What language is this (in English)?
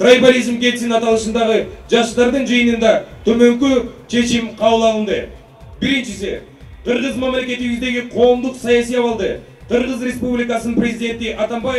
Kyrgyz